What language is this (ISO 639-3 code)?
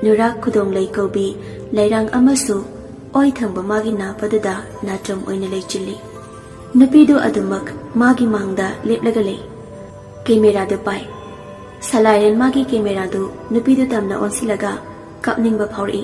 mni